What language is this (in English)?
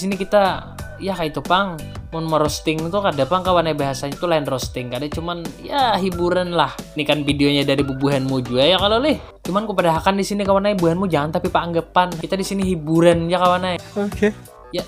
Banjar